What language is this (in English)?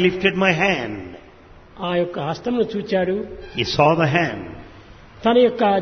Telugu